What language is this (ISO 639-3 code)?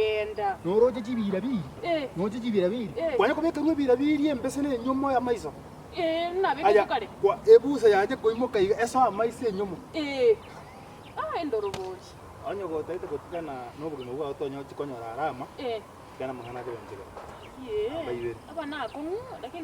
guz